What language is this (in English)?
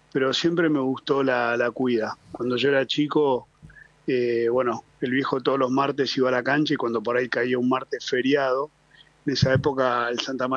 Spanish